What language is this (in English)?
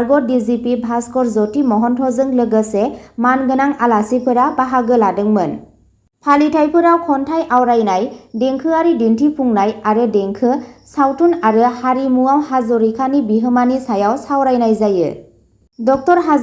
Bodo